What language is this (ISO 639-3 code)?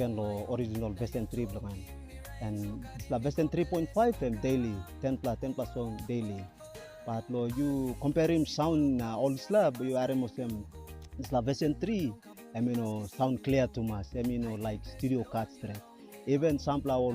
tpi